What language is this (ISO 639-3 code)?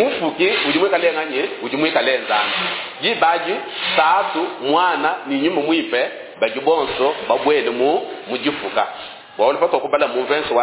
lua